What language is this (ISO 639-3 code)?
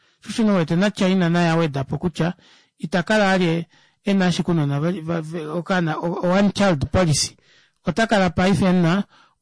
kua